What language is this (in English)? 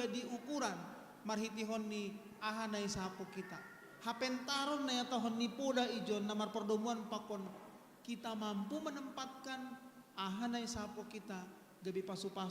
Batak Simalungun